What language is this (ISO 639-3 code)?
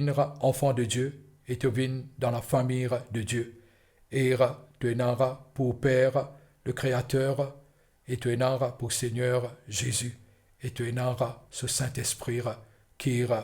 mfe